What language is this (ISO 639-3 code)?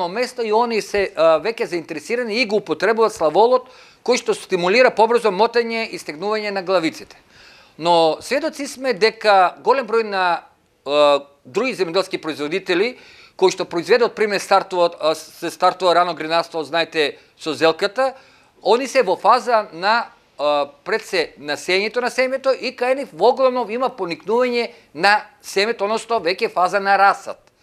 mkd